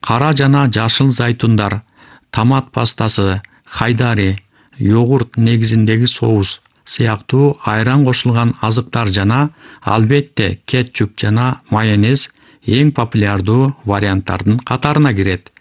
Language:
Kyrgyz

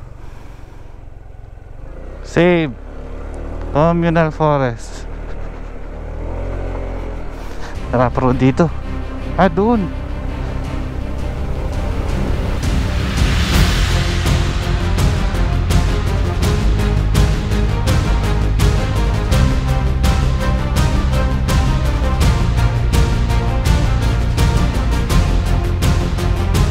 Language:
Filipino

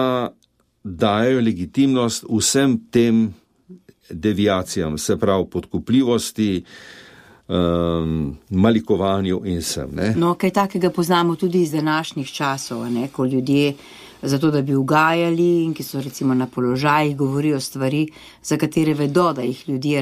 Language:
Slovenian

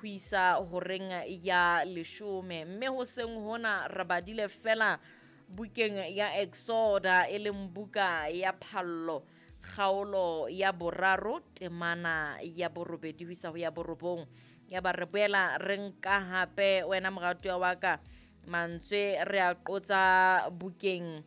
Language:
Southern Sotho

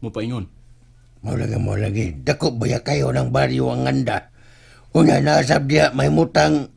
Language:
Cebuano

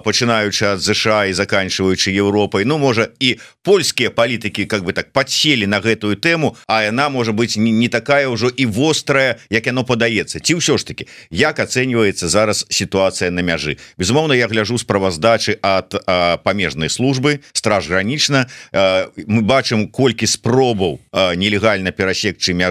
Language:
Belarusian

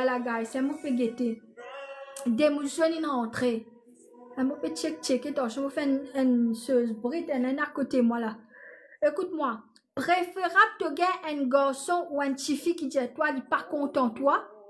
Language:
Morisyen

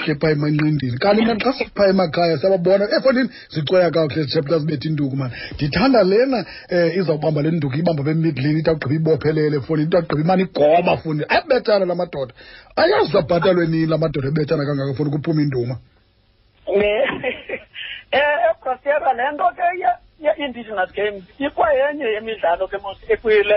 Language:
Xhosa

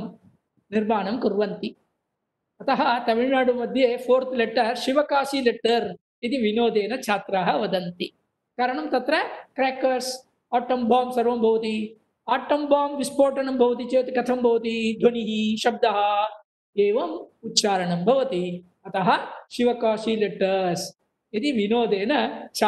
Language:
Sanskrit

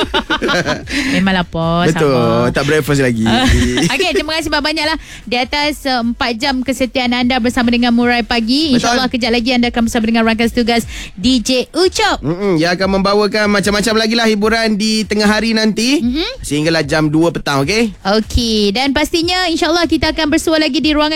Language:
Malay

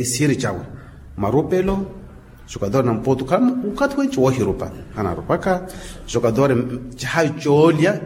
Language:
Makhuwa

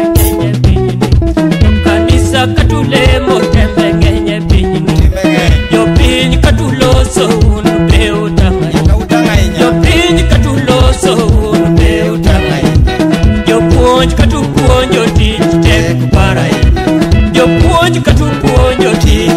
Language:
Luo (Kenya and Tanzania)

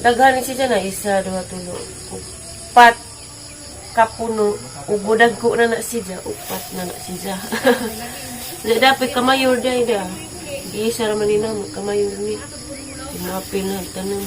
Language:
Cebuano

